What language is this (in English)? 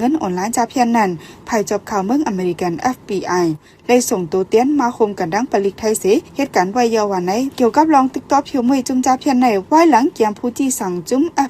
Shan